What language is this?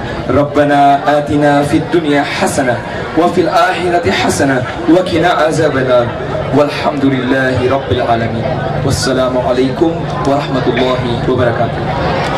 Banjar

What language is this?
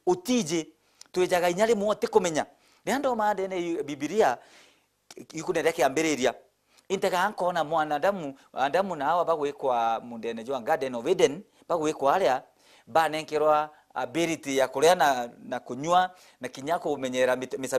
Meru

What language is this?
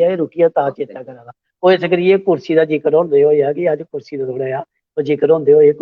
Dogri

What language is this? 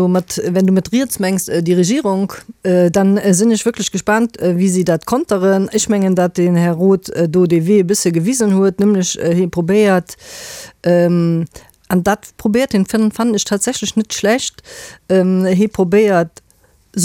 Luxembourgish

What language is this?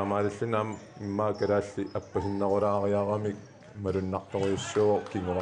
Kalaallisut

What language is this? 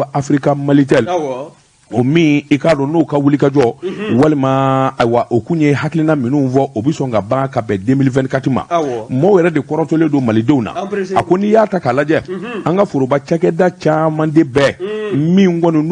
Bambara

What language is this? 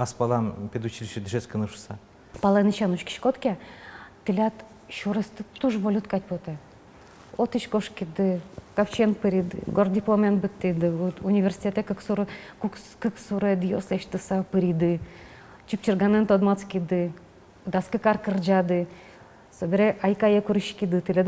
Udmurt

